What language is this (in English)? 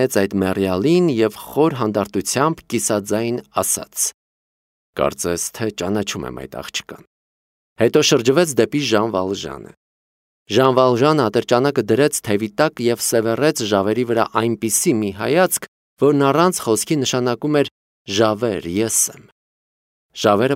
Armenian